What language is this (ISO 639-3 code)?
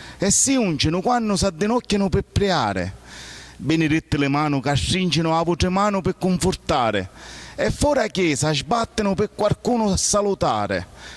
scn